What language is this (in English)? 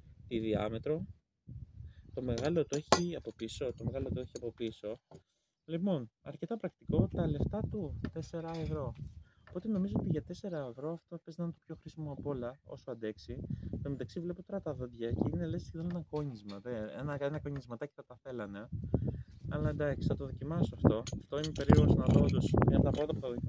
Greek